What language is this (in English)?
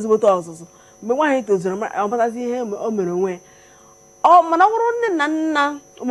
Igbo